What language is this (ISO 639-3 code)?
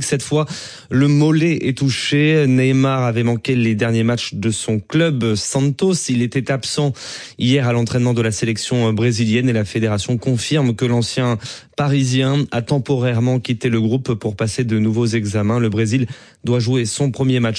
fra